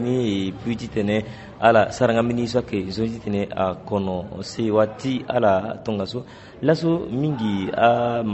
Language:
Sango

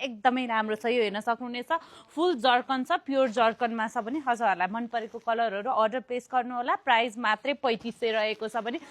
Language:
Nepali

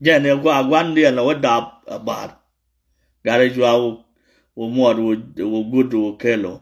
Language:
Nuer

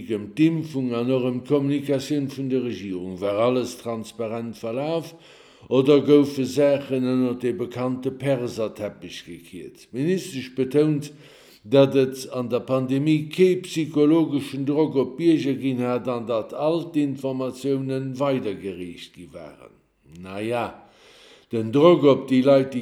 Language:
Luxembourgish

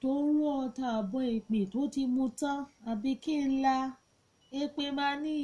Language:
Yoruba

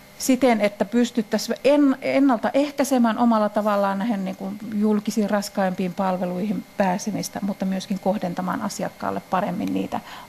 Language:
Finnish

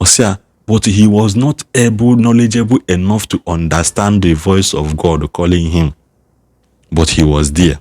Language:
Igbo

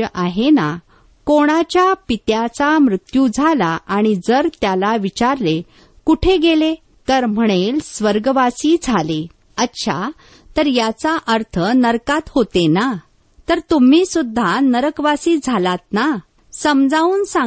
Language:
Marathi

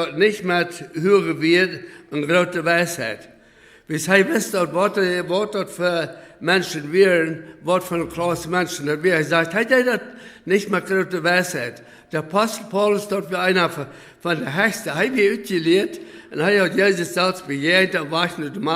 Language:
Plautdietsch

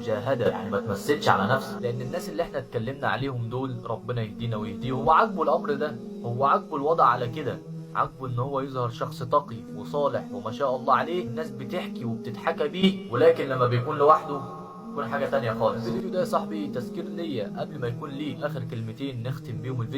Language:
Egyptian Arabic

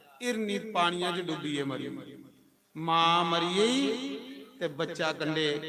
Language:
Dogri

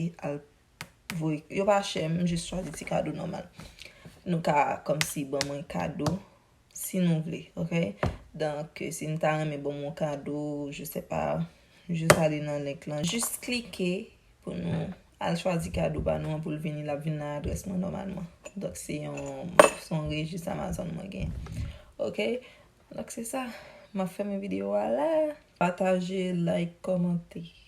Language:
Haitian Creole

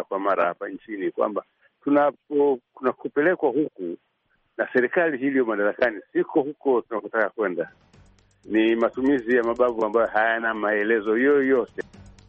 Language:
Swahili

